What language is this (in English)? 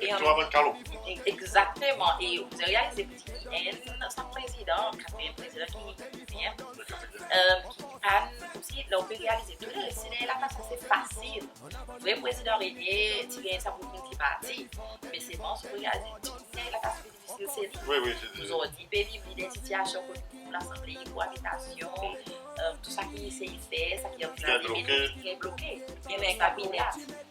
Seselwa Creole French